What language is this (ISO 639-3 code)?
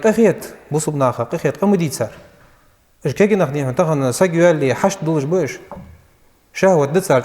inh